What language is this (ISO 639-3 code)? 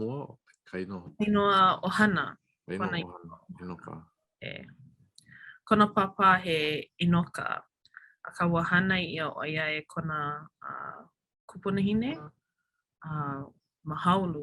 haw